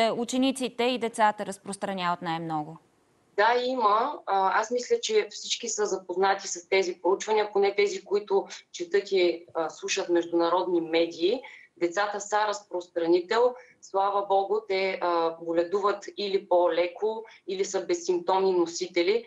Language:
Bulgarian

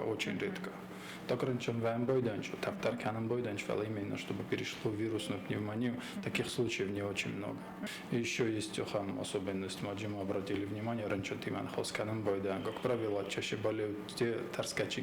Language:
Ossetic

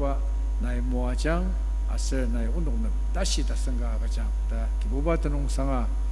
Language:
Ao Naga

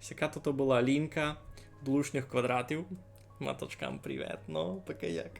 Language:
Rusyn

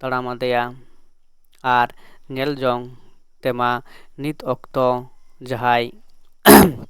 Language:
Santali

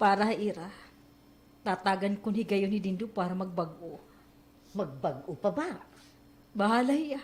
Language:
Waray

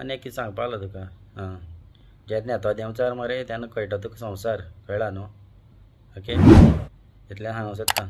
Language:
Konkani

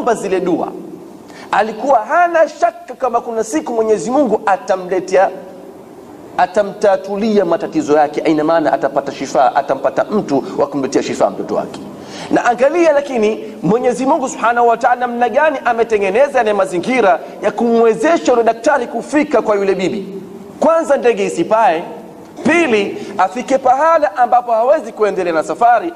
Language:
Swahili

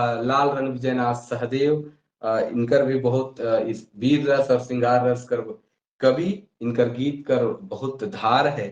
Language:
Sadri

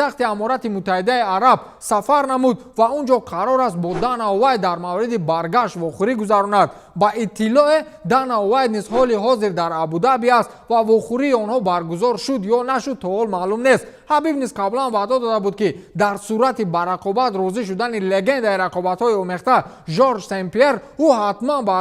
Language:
Tajik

